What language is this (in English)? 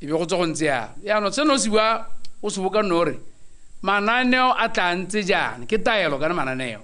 Tswana